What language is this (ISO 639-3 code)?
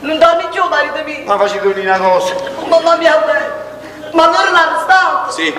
nap